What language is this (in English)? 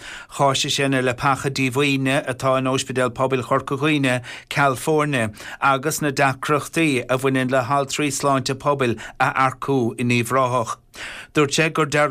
Irish